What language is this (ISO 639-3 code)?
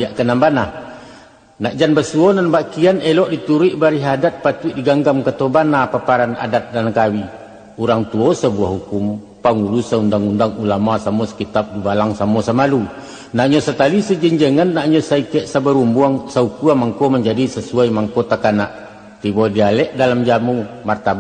min